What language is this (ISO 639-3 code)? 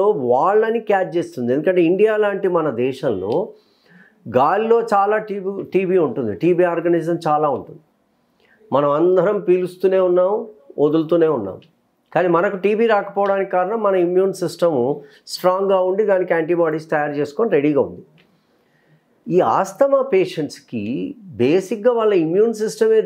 tel